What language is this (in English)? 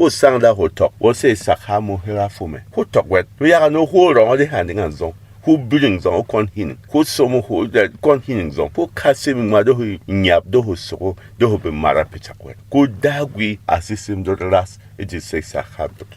Berom